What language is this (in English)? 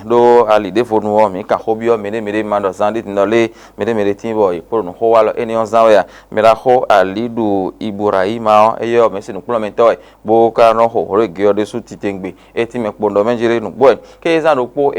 Fon